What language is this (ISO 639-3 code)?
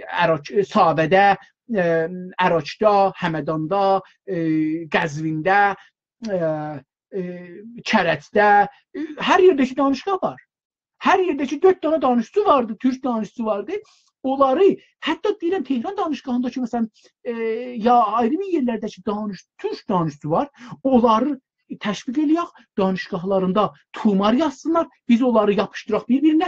azb